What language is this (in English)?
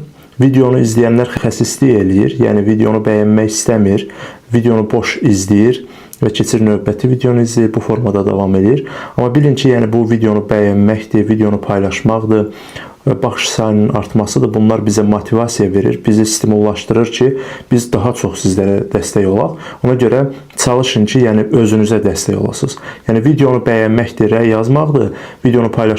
Azerbaijani